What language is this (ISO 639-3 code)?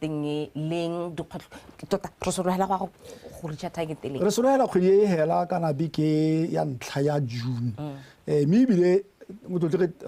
tsn